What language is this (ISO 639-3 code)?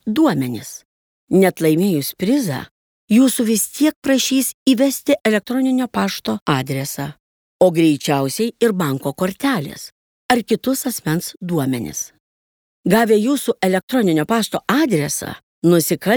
lit